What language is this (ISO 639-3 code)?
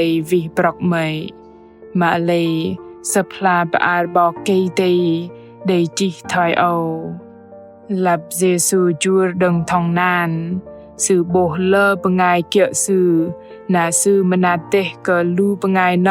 bdq